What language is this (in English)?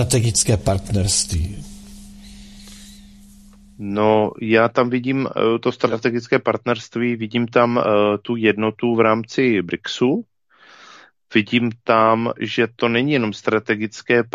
Czech